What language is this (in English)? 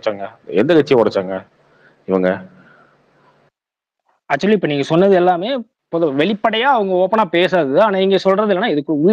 Tamil